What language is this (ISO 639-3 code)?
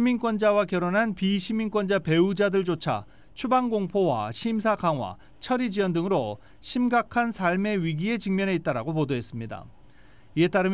kor